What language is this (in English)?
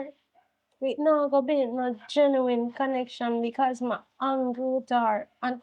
Jamaican Creole English